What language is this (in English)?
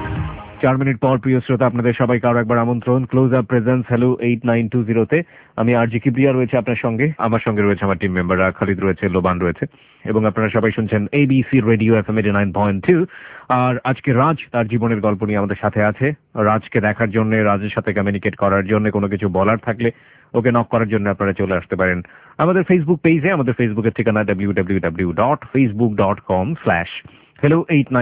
Bangla